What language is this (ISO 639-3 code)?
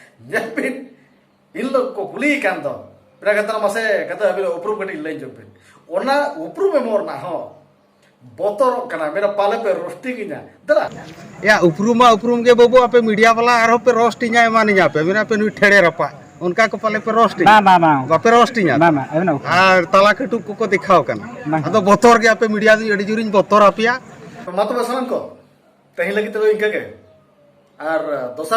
sat